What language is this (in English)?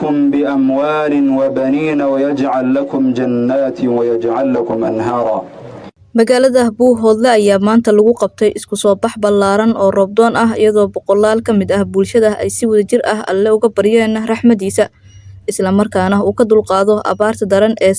Somali